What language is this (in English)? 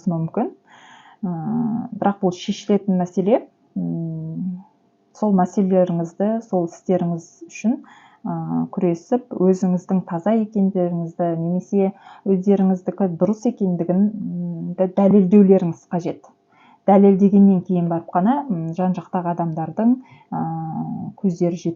Kazakh